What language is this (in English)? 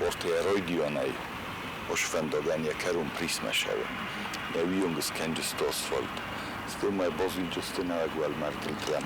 Ossetic